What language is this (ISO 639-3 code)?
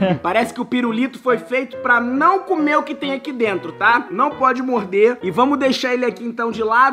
por